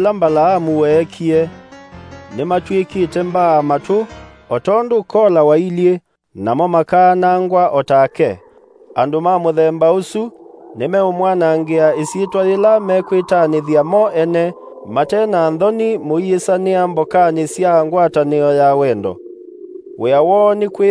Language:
Kamba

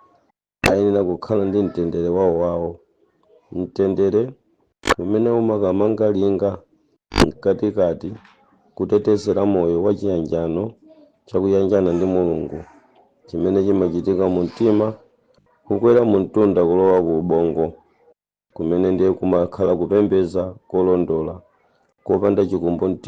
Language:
Nyanja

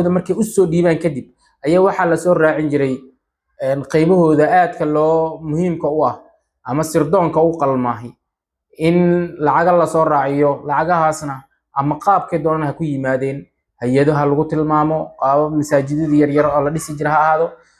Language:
Somali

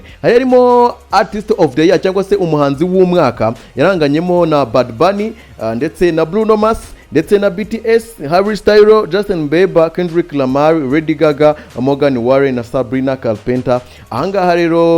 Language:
Kinyarwanda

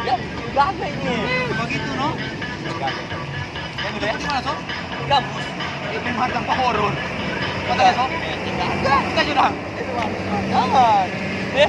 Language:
Manado Malay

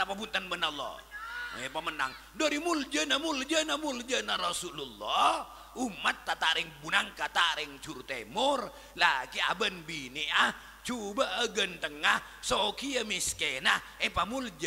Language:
Madurese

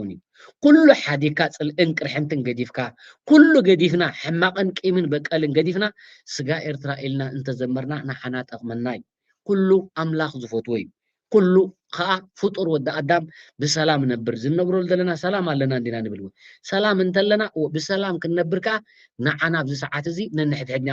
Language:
Tigrinya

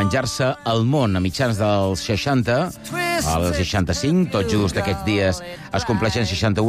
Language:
Catalan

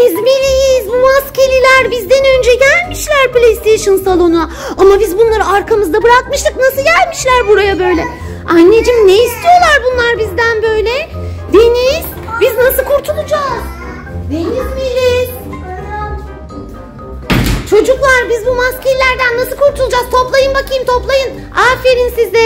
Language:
Turkish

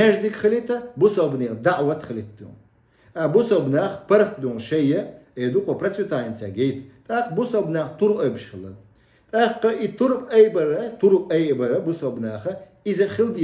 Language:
Chechen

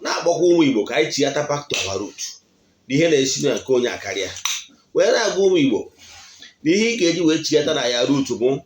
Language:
Igbo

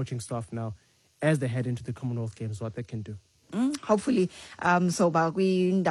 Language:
Xhosa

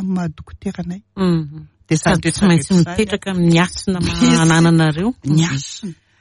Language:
Malagasy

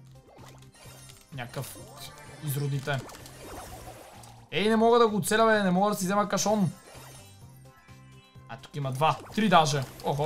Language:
Bulgarian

